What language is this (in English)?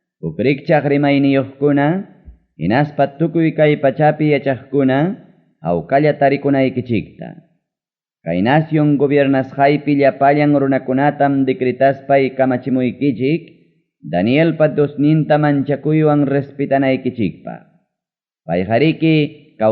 Ayacucho Quechua